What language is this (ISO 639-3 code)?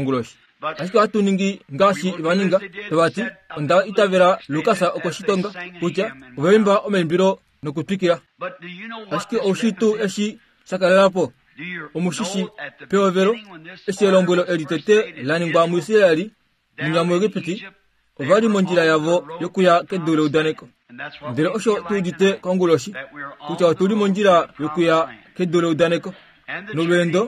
kua